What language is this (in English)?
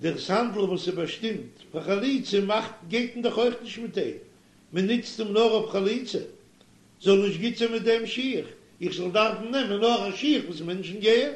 Yiddish